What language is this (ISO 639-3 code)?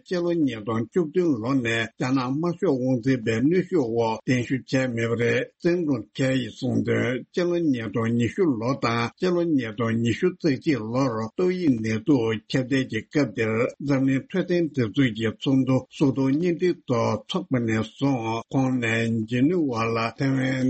bod